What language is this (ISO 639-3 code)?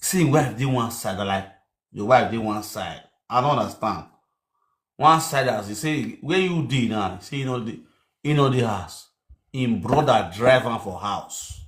pcm